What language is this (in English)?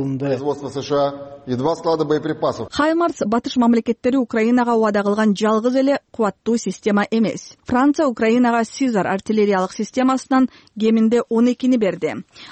Kyrgyz